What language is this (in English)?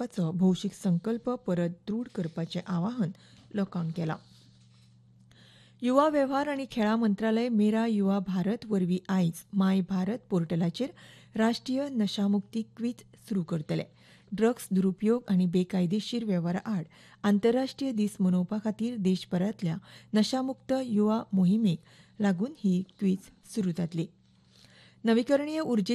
Konkani